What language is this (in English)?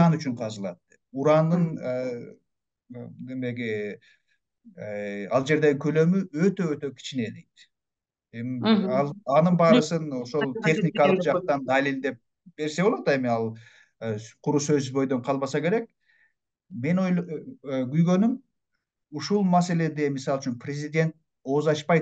Kyrgyz